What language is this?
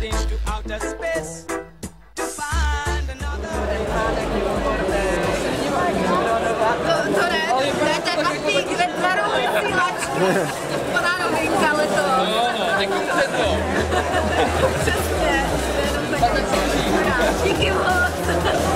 Czech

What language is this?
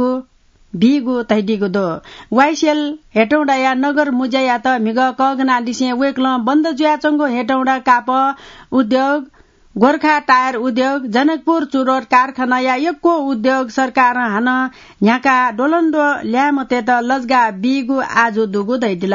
Newari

